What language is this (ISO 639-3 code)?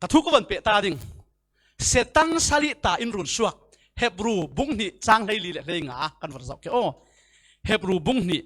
cfm